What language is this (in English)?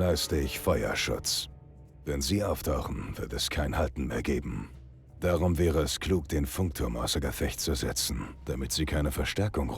Bavarian